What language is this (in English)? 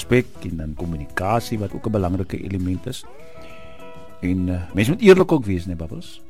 Afrikaans